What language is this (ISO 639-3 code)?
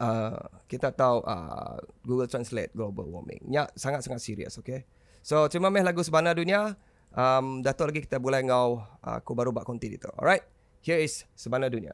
iba